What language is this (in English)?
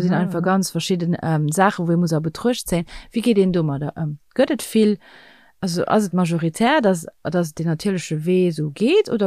Luxembourgish